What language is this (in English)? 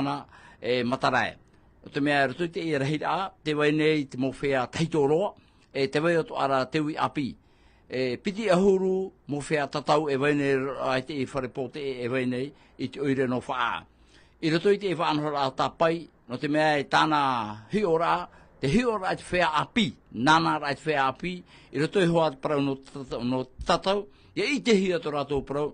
Tahitian